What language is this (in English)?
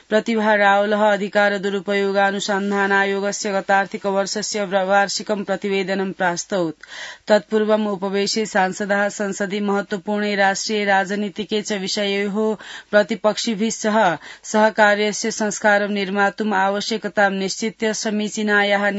Sanskrit